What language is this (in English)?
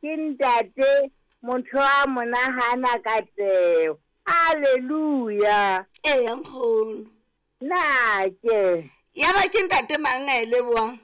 Southern Sotho